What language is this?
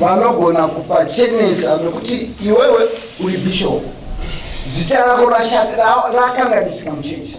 Shona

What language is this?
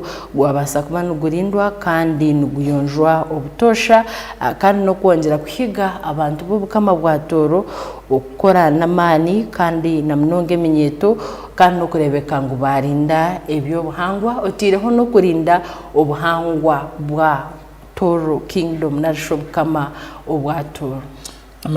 Tooro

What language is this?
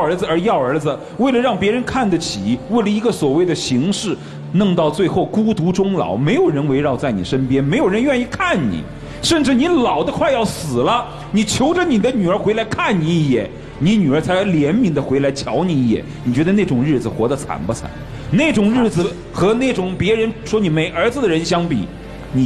Chinese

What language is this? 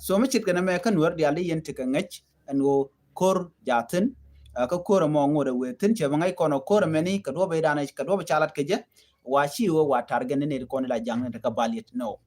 Nuer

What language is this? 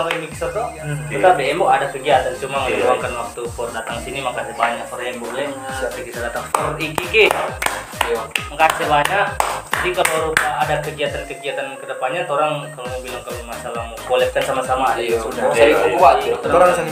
Manado Malay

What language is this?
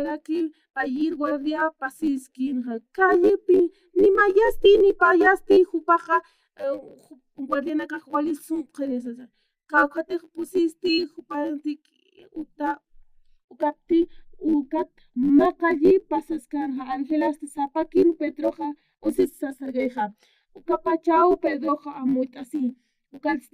Aymara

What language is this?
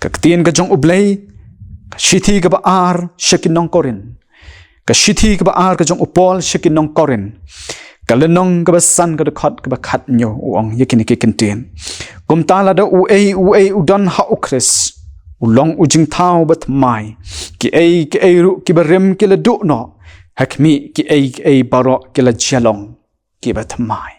Khasi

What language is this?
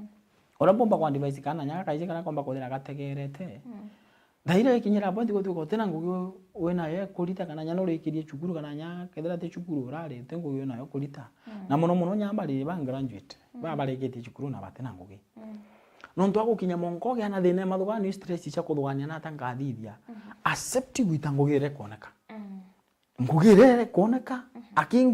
Meru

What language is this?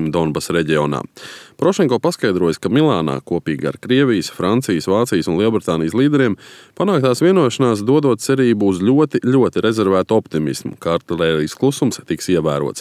Latvian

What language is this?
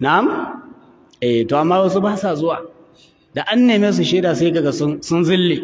Hausa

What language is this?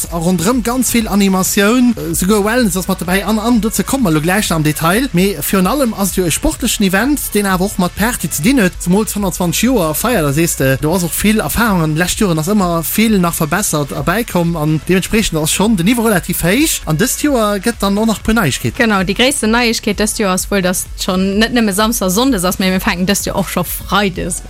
Luxembourgish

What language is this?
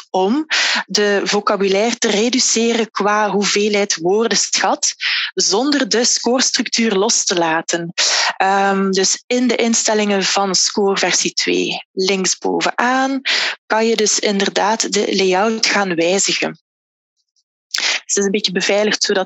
Dutch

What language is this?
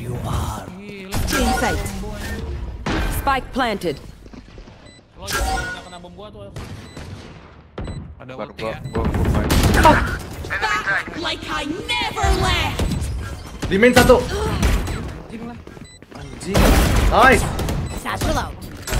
Indonesian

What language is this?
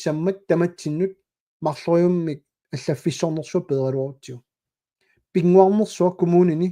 Kalaallisut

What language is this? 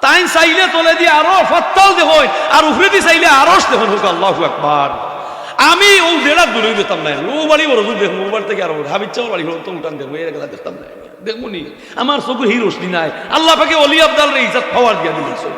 Sylheti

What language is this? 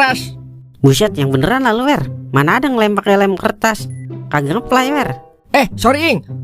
Betawi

